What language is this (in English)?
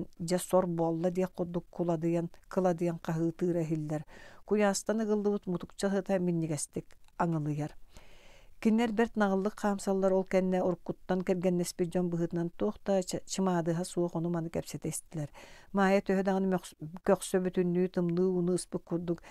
Yakut